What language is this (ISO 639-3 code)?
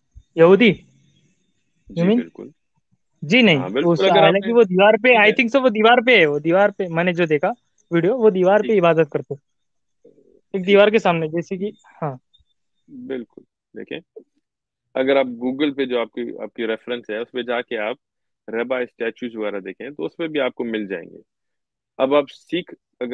urd